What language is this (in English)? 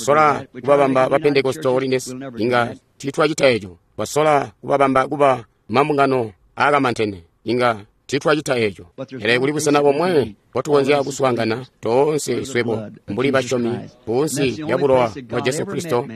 Tonga (Zambia)